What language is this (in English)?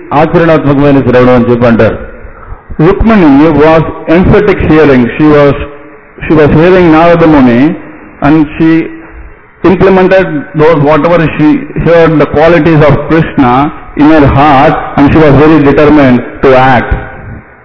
Telugu